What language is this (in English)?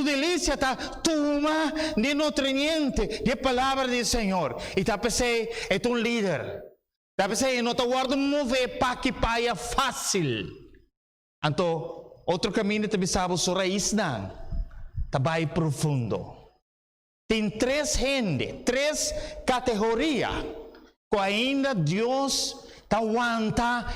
Papiamento